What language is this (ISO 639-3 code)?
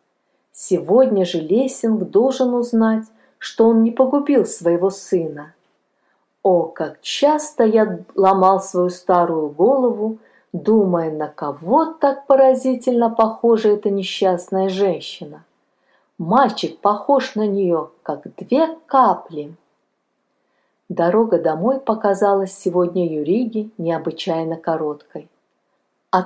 rus